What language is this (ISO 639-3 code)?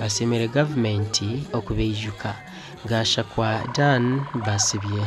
nyn